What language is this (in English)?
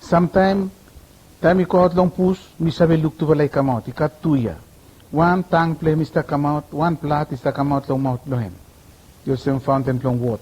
Bislama